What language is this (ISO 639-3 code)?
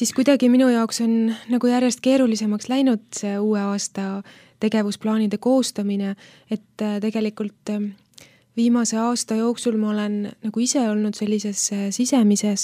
est